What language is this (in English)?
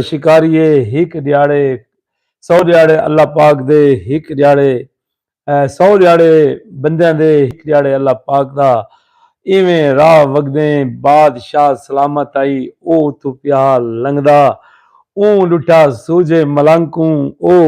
Saraiki